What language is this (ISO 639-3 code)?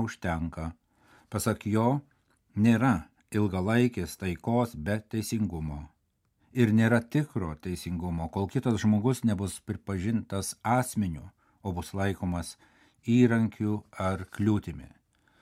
lit